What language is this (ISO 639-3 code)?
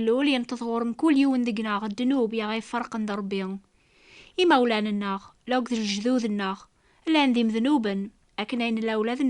kab